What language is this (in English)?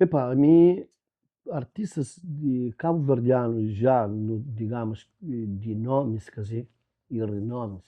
Kabuverdianu